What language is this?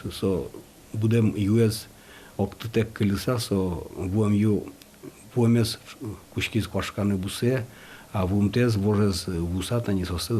Udmurt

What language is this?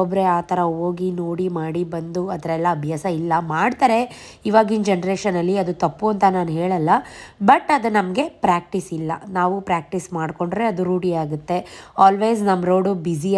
Kannada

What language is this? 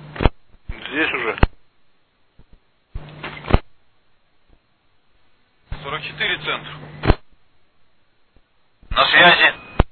Russian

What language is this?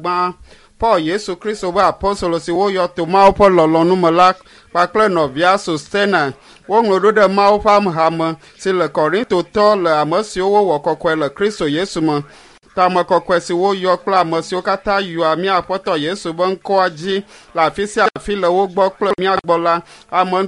Ewe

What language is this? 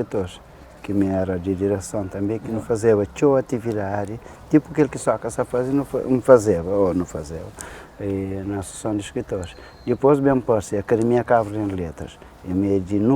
Kabuverdianu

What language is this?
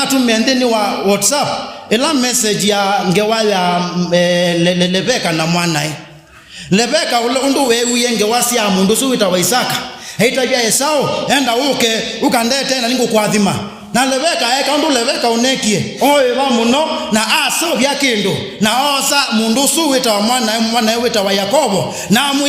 Kamba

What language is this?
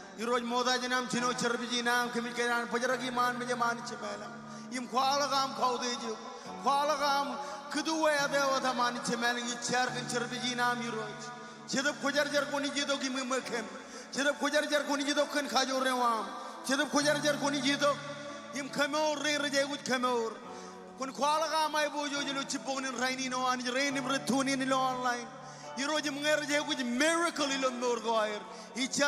Marshallese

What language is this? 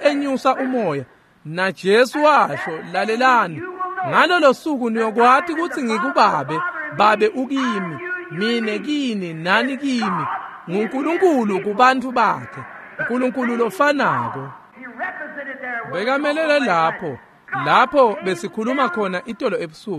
Swati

